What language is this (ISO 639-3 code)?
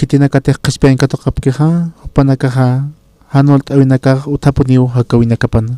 aym